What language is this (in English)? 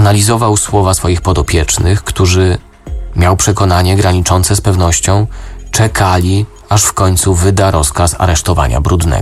Polish